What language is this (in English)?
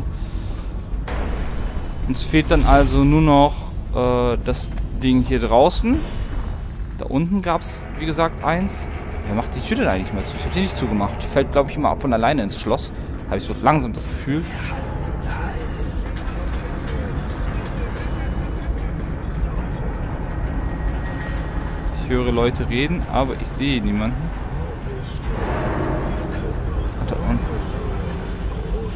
German